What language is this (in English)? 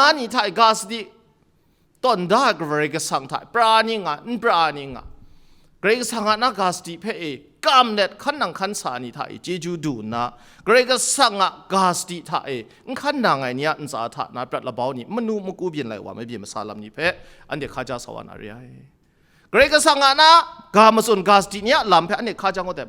Kachin